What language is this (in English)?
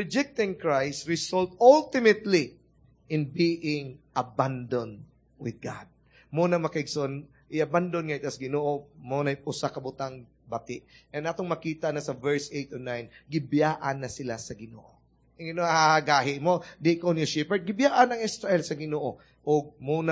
Cebuano